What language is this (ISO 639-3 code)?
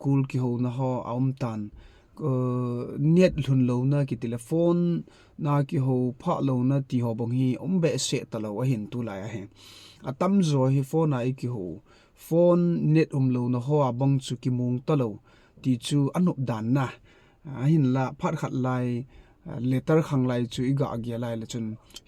tcz